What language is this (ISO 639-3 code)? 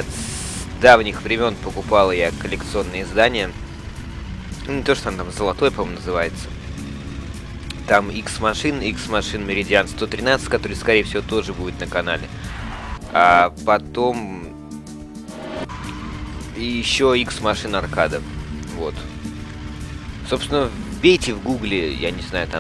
rus